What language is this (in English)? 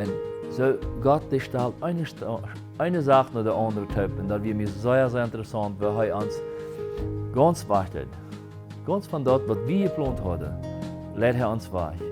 Plautdietsch